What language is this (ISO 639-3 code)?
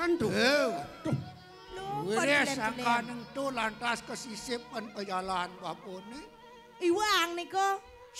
ban